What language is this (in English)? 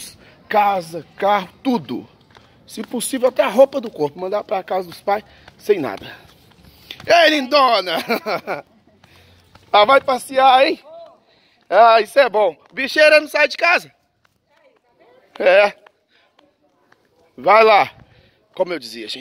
Portuguese